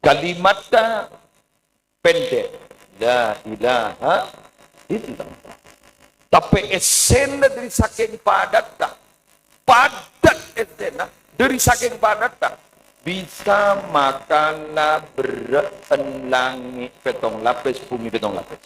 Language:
Madurese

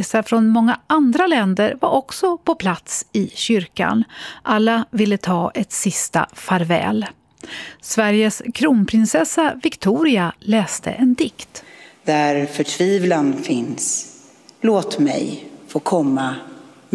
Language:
Swedish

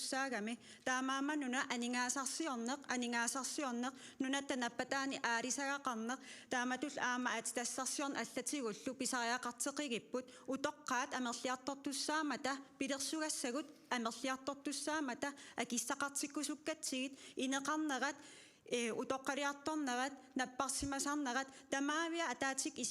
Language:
Kalaallisut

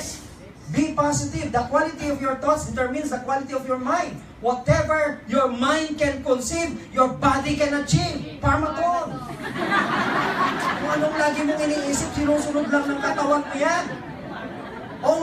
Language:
Filipino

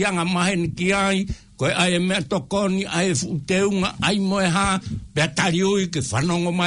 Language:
Tongan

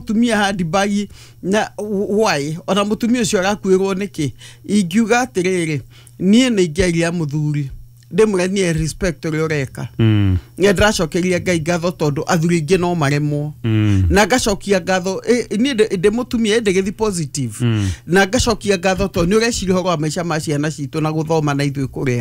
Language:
Kikuyu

